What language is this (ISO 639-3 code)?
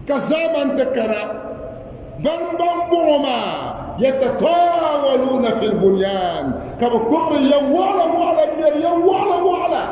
dag